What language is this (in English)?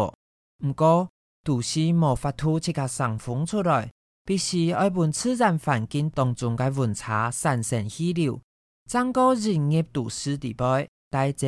Hakka Chinese